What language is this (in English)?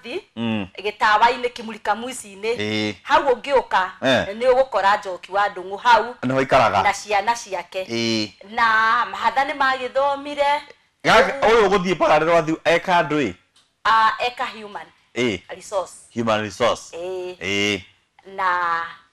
Kikuyu